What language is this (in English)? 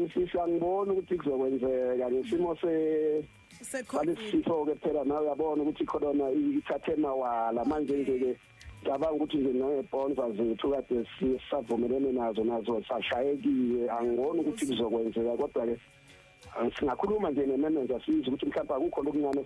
Zulu